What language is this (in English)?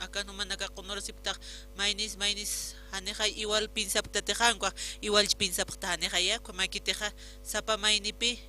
Aymara